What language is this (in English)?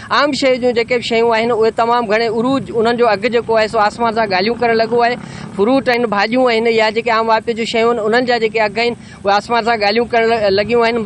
Sindhi